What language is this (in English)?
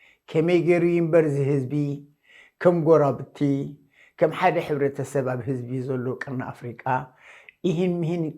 Tigrinya